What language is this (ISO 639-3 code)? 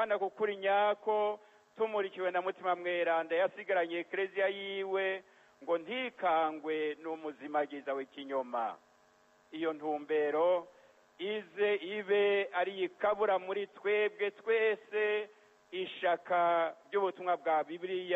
run